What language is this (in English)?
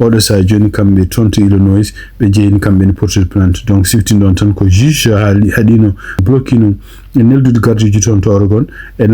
Fula